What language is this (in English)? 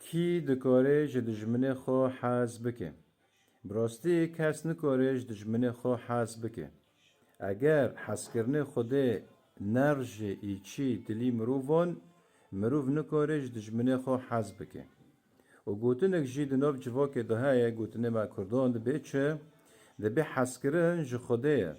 Kurdish